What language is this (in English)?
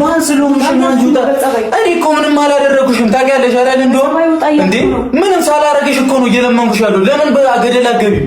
Amharic